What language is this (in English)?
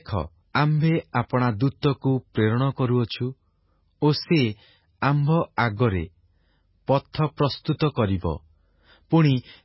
Odia